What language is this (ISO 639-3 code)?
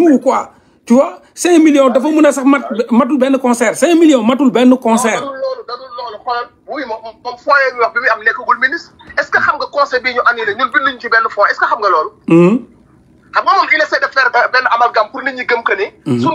wol